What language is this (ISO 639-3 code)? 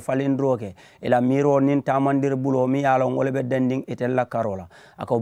man